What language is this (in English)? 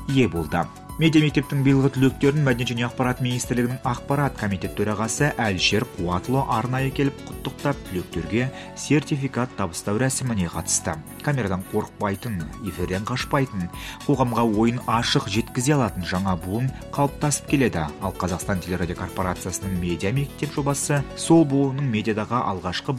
Kazakh